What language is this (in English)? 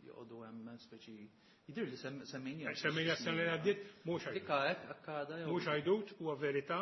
Maltese